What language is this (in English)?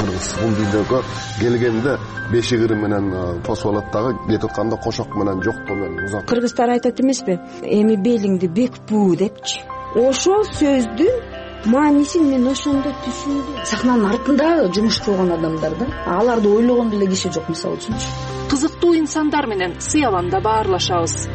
Kyrgyz